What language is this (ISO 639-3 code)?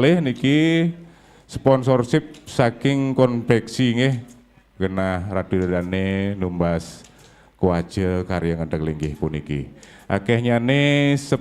ban